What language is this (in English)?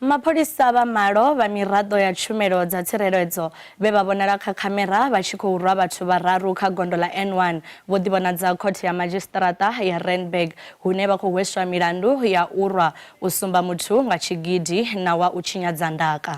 Venda